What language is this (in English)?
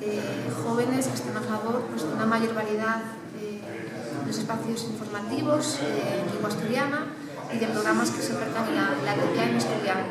Asturian